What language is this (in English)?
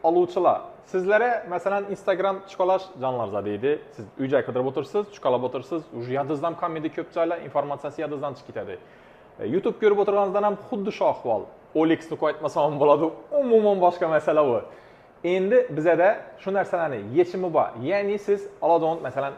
Uzbek